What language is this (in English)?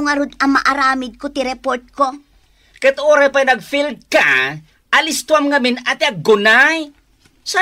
Iloko